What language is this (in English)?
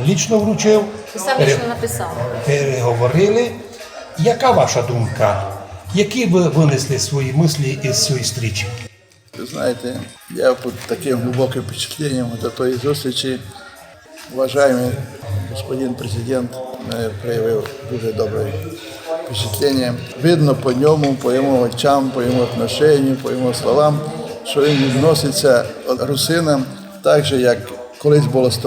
Rusyn